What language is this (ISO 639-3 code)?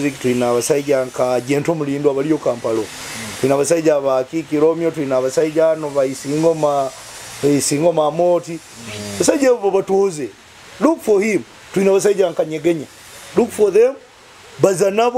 nyo